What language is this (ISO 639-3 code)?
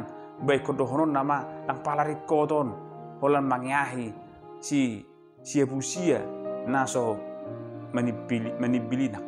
bbc